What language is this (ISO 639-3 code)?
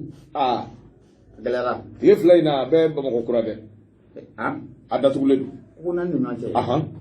bam